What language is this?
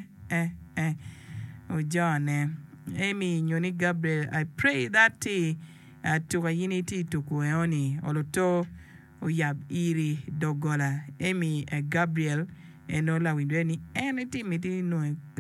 Acoli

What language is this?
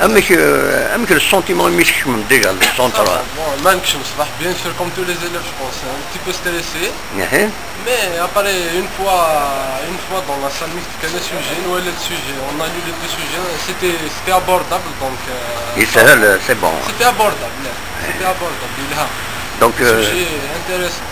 Kabyle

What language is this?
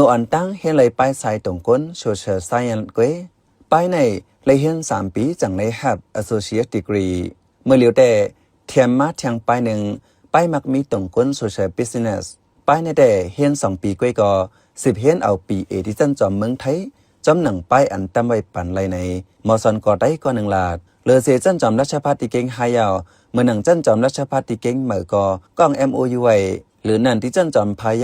Shan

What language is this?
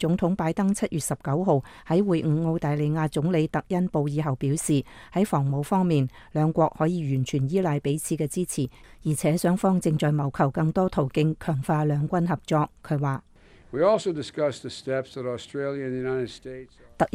Cantonese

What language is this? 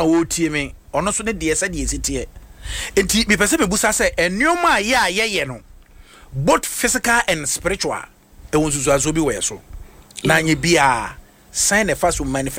Akan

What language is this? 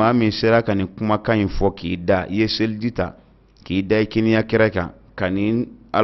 Bambara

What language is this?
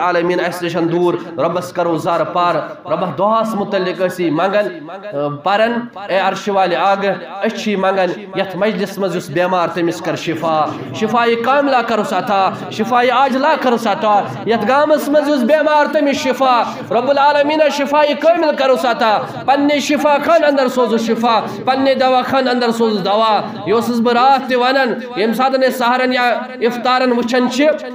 Kashmiri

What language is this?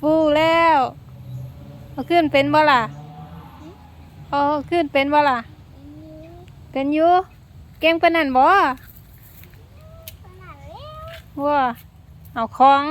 Lao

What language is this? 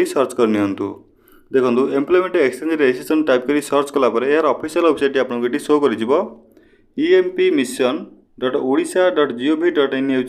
Odia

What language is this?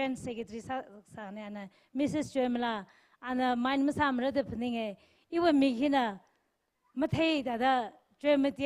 Tangkhul Naga (India)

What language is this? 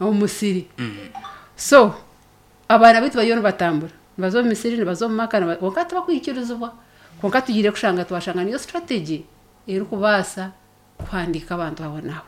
Nyankole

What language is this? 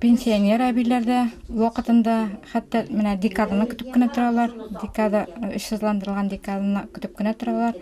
Tatar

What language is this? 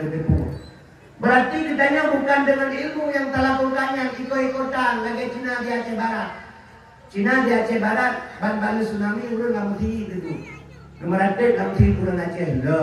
Achinese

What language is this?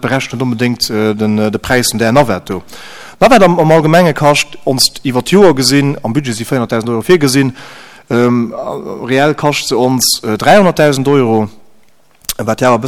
Luxembourgish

